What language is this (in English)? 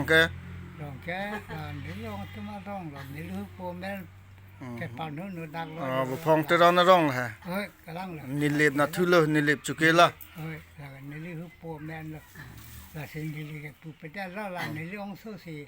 Karbi